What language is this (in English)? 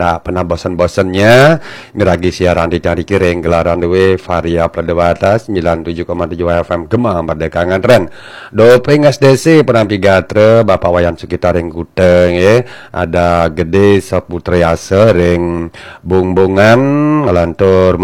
Balinese